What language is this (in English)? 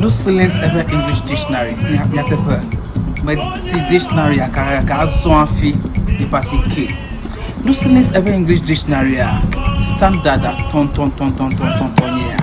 Ewe